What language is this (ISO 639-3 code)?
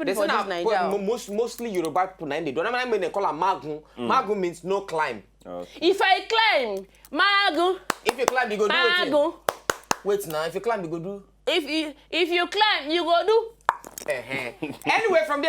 pcm